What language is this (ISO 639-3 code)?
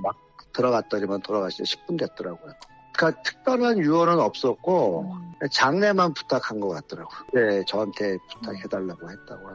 kor